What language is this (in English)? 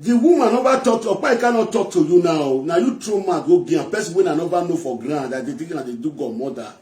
Nigerian Pidgin